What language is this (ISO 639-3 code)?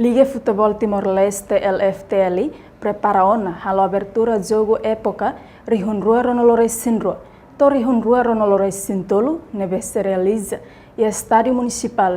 tet